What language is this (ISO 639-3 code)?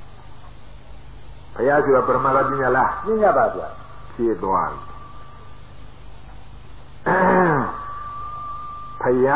mya